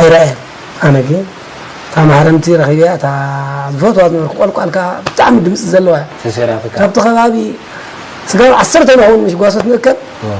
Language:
Tigrinya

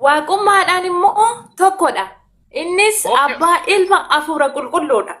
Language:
Oromo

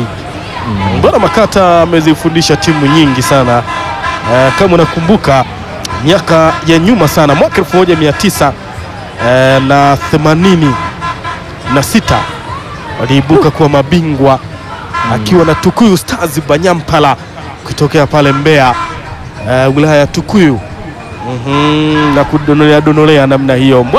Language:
Swahili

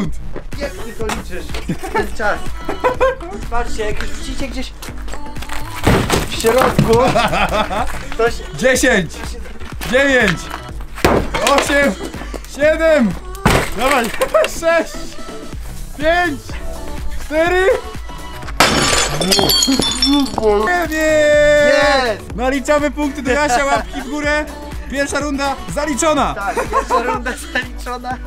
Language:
Polish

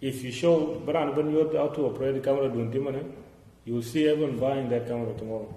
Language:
Dinka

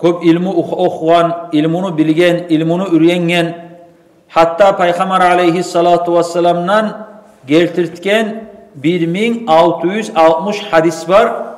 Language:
Kumyk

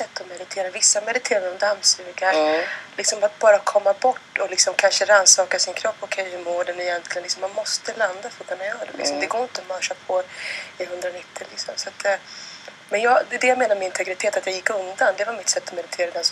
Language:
Swedish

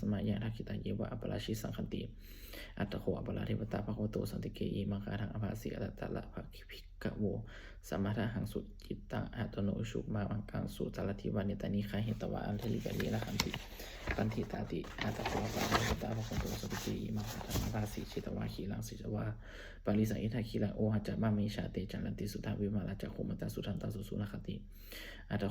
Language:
Pali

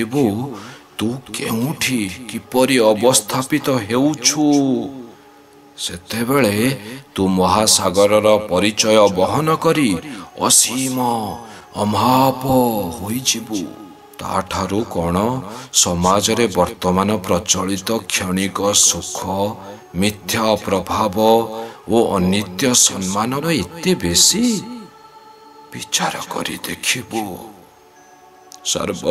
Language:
Odia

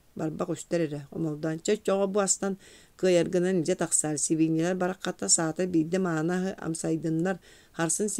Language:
Yakut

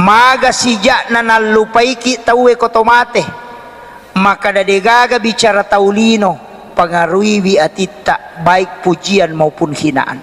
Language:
Buginese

